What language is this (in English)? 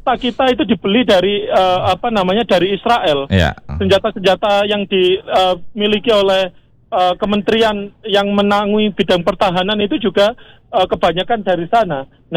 Indonesian